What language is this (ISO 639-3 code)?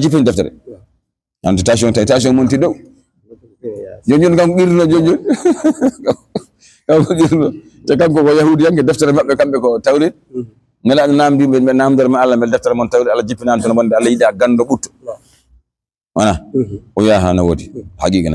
ful